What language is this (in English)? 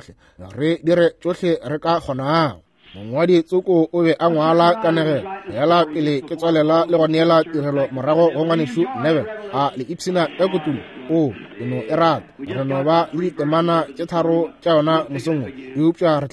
Northern Sotho